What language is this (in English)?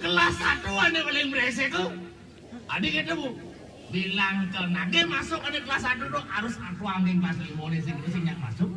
Balinese